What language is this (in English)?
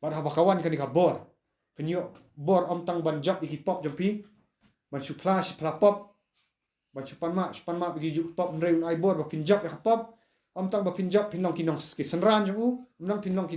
Khasi